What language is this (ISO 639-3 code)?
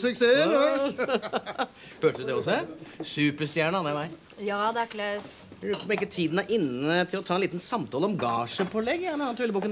nor